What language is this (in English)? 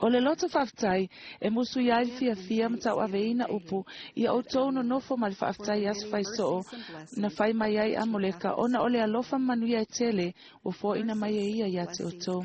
Samoan